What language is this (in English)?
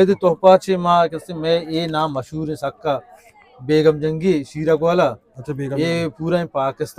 Eastern Balochi